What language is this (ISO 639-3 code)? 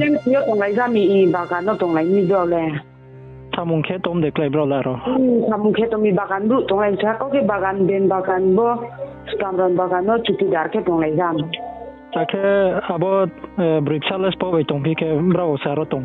ria